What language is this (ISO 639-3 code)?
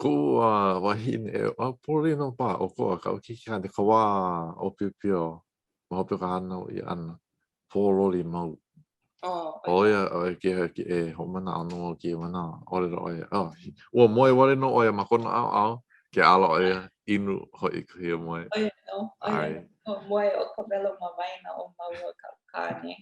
haw